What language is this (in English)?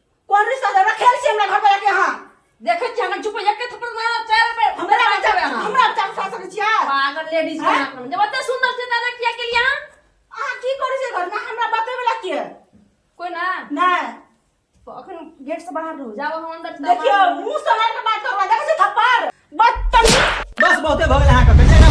Maithili